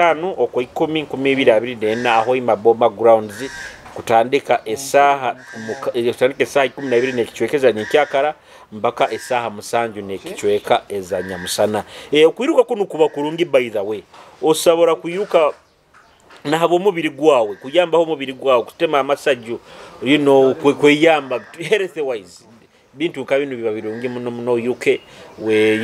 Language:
Nyoro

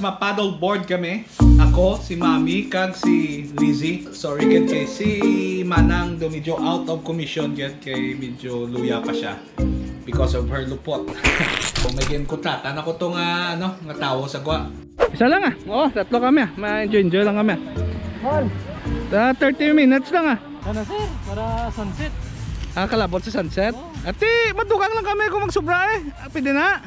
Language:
Hiligaynon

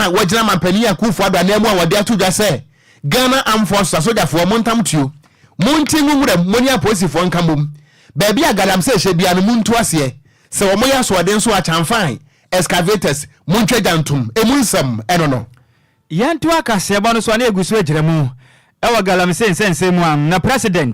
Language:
Akan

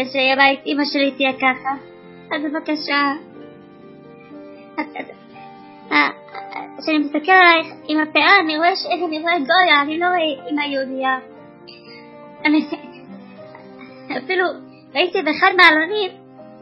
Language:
Hebrew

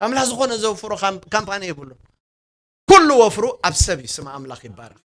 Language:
Tigrinya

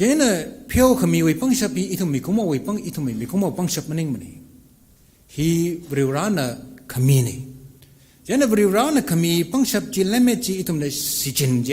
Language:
Tangkhul Naga (India)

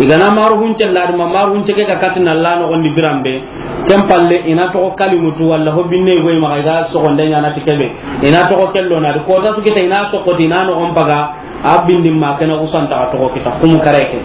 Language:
Soninke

